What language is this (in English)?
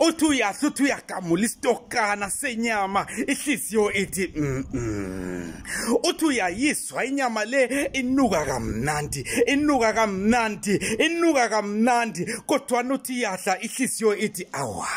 South Ndebele